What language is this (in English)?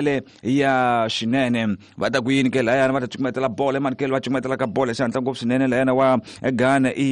Tsonga